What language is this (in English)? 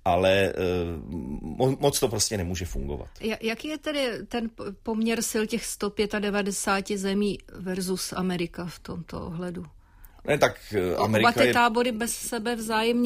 Czech